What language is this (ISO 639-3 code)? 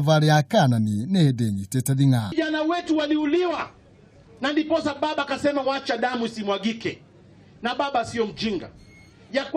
kik